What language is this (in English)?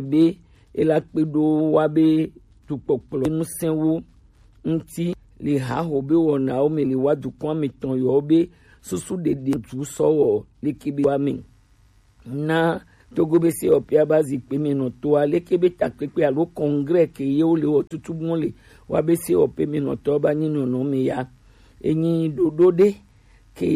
Gen